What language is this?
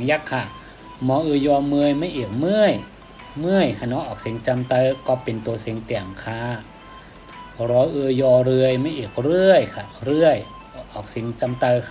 Shan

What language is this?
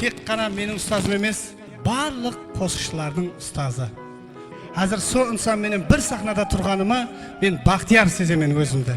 Kara-Kalpak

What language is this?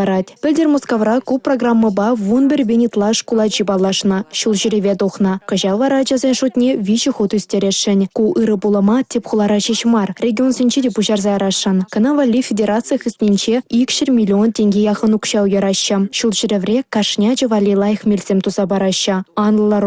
Chuvash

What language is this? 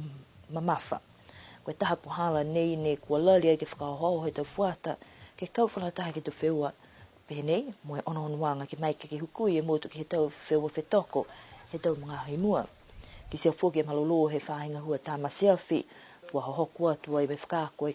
Niuean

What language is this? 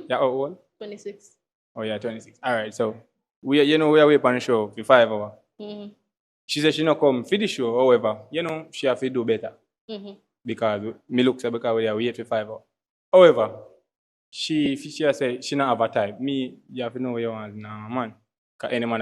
Jamaican Creole English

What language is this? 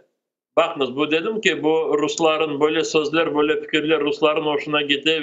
Crimean Tatar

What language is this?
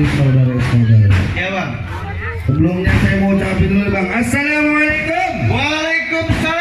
Betawi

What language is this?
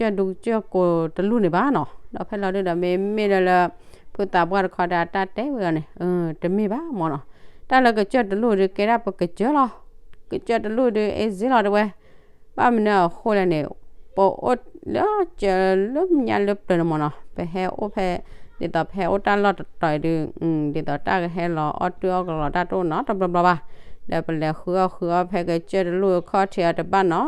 S'gaw Karen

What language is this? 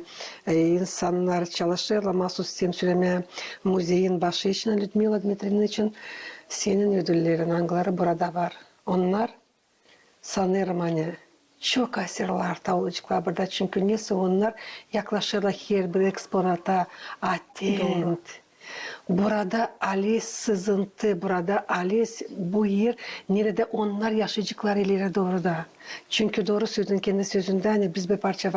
Gagauz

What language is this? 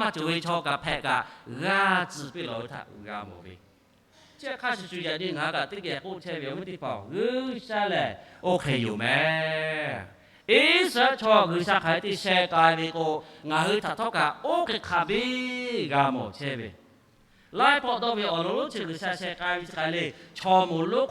Lahu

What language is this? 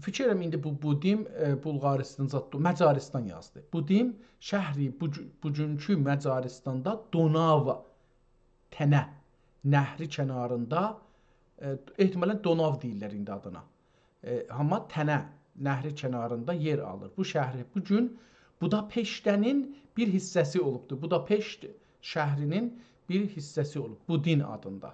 South Azerbaijani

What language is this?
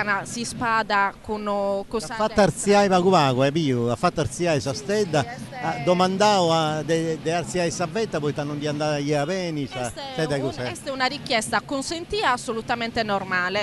Sardinian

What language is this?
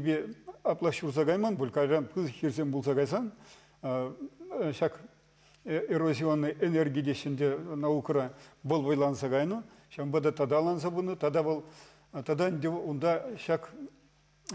Chuvash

